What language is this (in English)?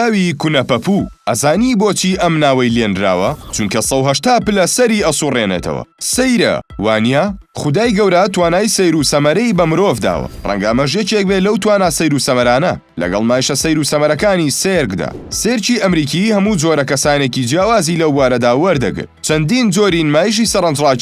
Central Kurdish